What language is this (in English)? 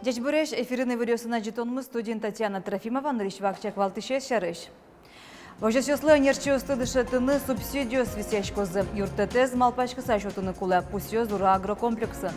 Udmurt